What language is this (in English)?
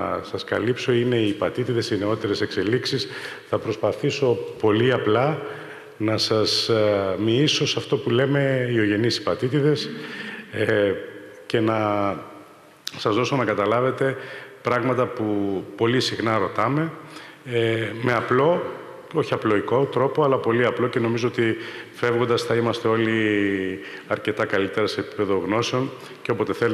Greek